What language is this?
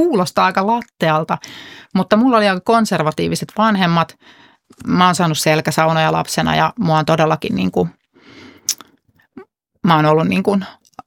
Finnish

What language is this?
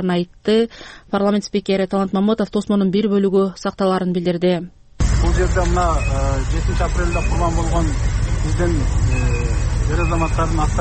Kyrgyz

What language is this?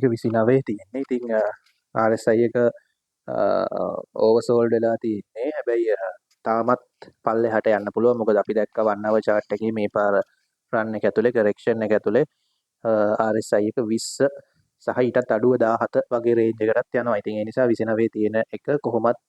Sinhala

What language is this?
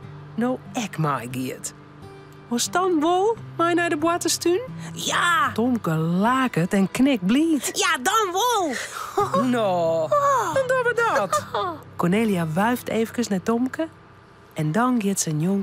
Western Frisian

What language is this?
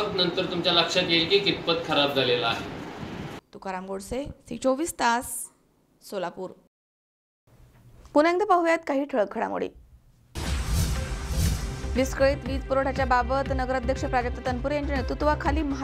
Marathi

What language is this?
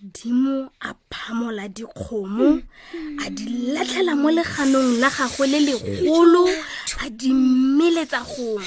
Tswana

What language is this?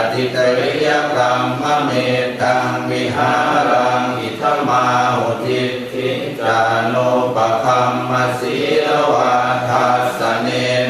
Pali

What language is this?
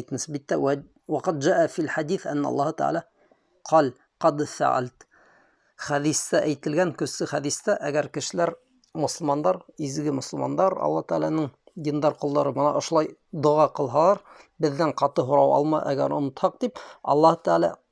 Bashkir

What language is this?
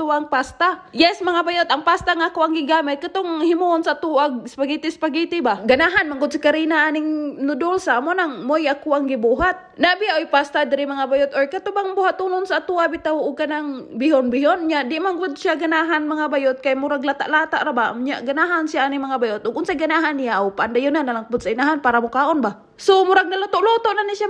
Cebuano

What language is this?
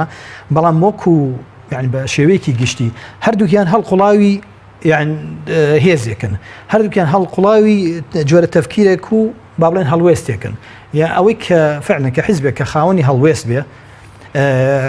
Central Kurdish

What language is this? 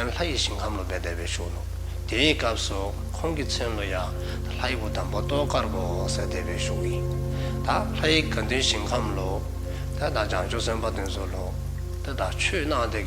Dzongkha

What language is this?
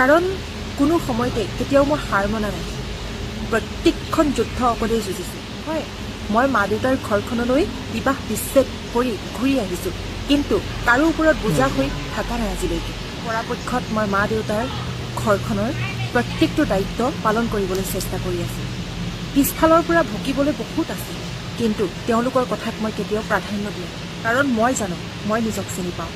Assamese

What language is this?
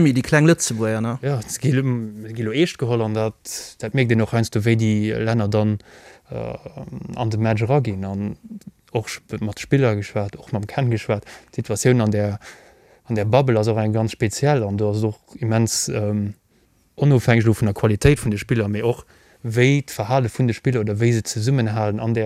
Luxembourgish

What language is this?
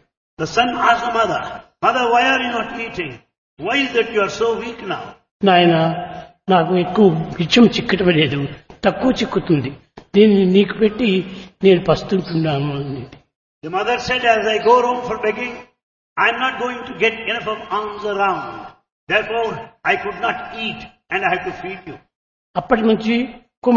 Telugu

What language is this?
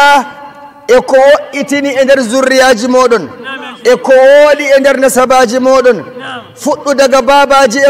Nigerian Fulfulde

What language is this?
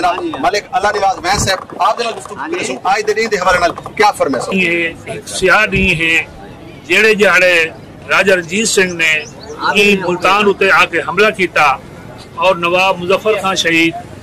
Saraiki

